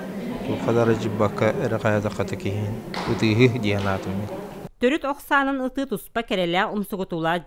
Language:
Yakut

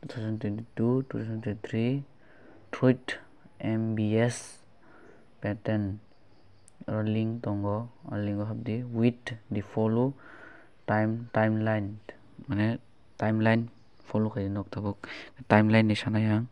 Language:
Kok Borok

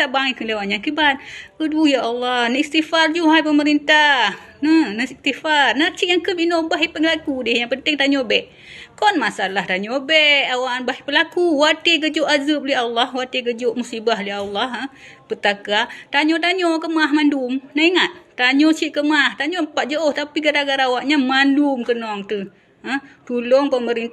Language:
Achinese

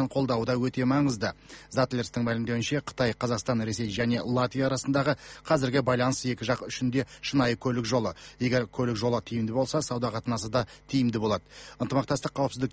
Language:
Kazakh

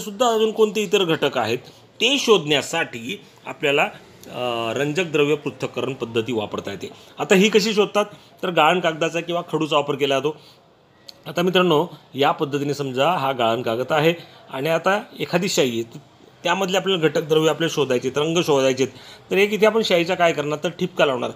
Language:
Marathi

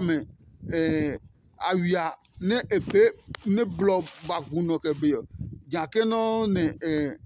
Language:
Adangme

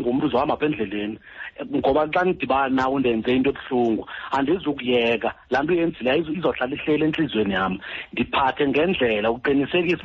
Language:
Xhosa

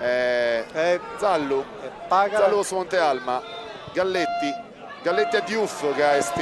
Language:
Sardinian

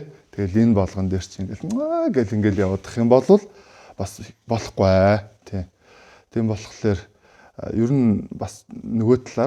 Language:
Mongolian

